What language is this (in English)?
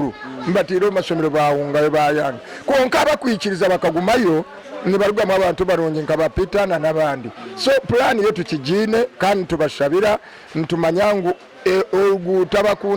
Nyankole